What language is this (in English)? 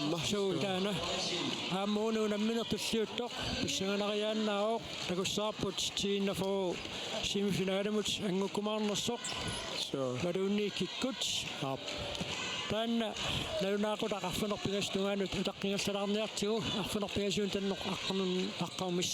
Kalaallisut